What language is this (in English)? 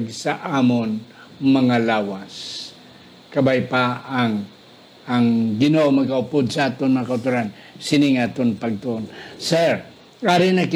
Hiligaynon